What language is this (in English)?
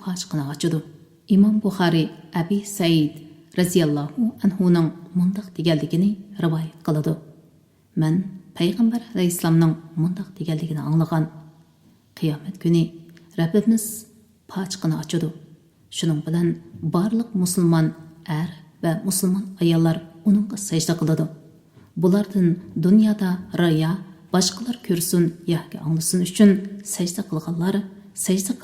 Uyghur